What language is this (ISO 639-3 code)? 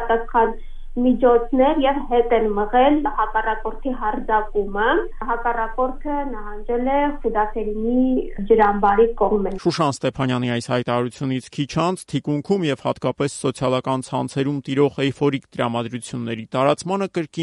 hye